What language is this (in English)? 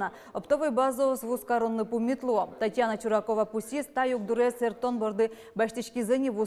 Udmurt